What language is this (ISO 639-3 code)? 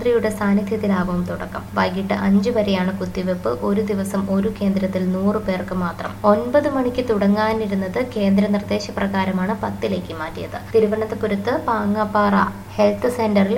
mal